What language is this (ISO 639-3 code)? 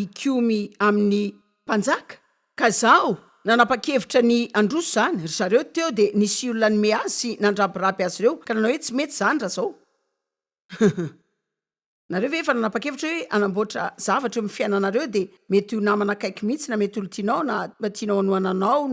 mlg